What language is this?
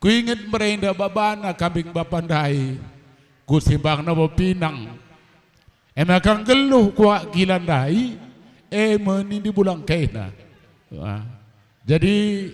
Batak Karo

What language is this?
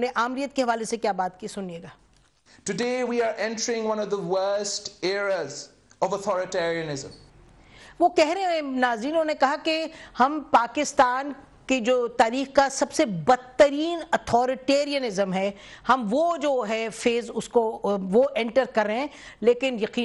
Urdu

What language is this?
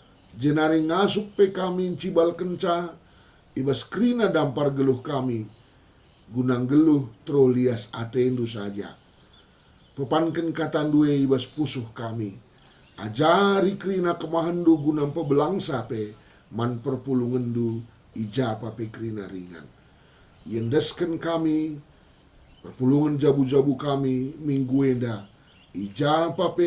Batak Karo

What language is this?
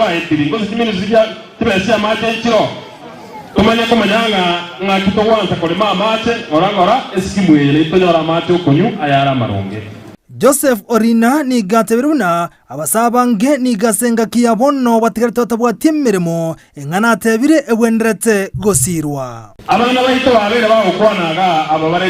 Gusii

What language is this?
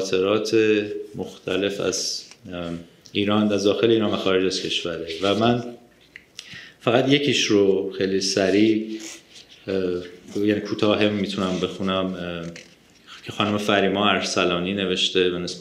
Persian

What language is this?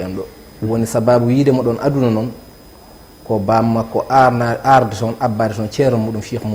Fula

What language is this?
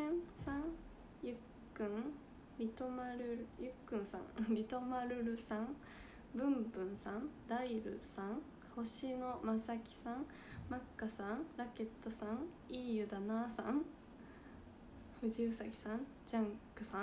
Japanese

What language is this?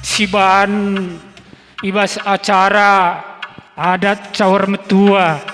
Batak Karo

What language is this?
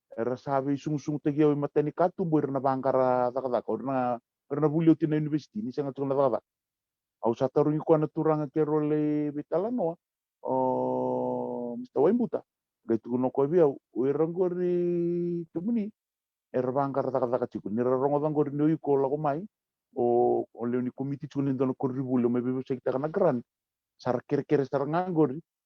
Fijian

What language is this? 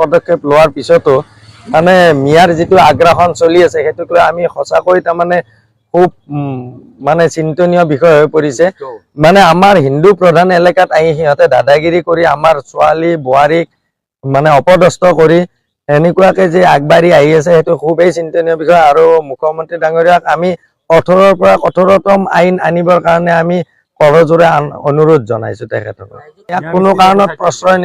Assamese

